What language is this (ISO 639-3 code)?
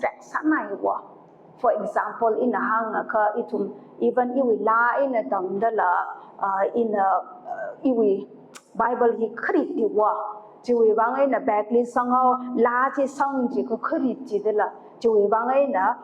nmf